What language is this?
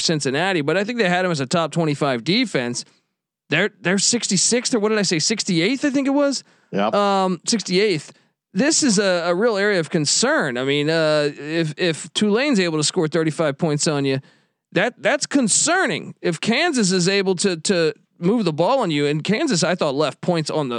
English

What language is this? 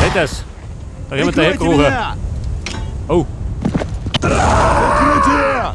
Bavarian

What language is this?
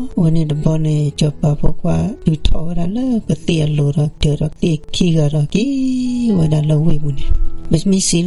S'gaw Karen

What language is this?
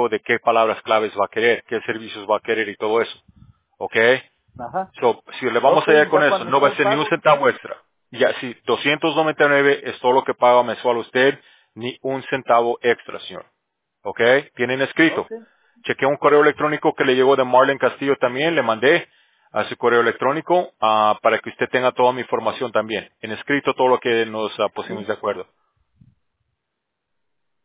Spanish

